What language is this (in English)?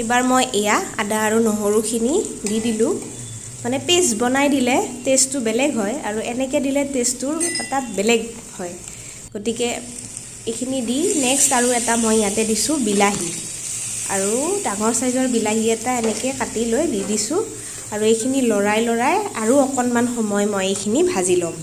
Assamese